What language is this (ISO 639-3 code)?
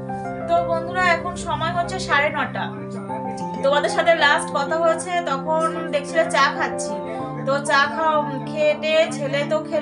ben